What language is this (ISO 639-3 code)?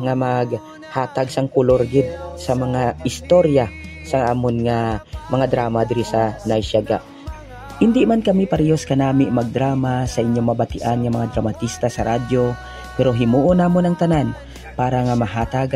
hil